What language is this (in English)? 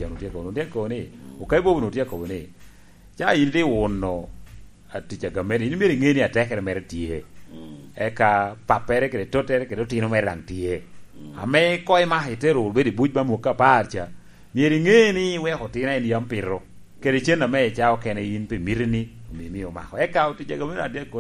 Lango (Uganda)